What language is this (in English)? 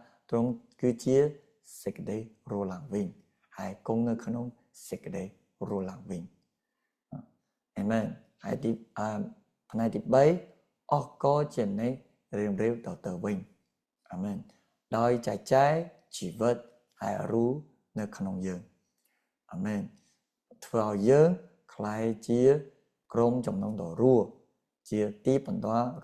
Khmer